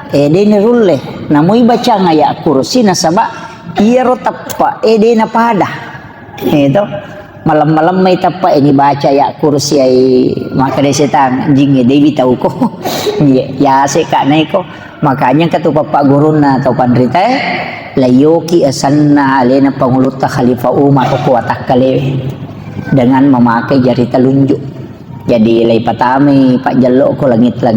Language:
Buginese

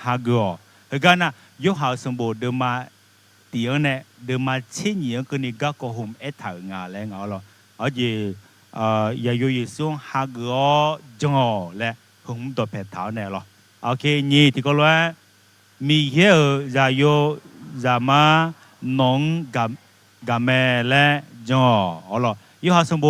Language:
Akha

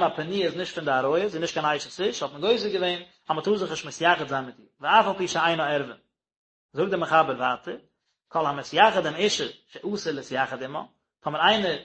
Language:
Yiddish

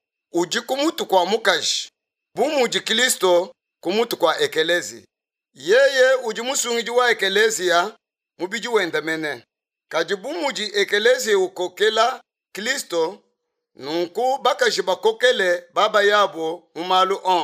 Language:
Luba-Lulua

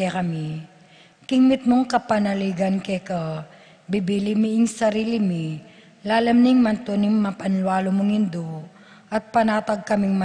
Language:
Pampanga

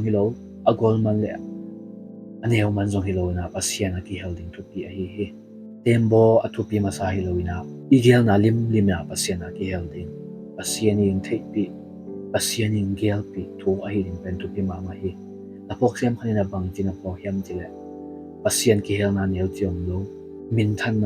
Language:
Tedim Chin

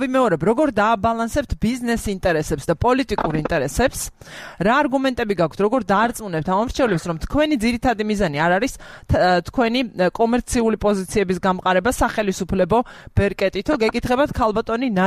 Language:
Georgian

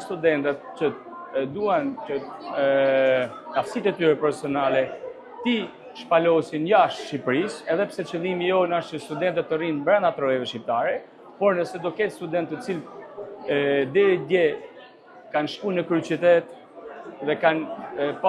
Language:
Albanian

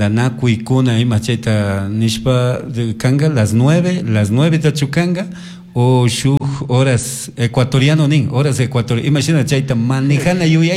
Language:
Chimborazo Highland Quichua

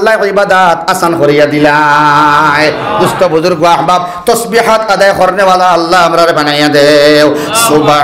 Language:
Sylheti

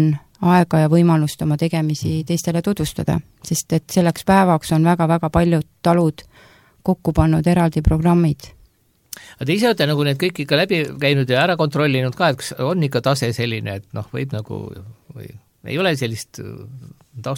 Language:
Estonian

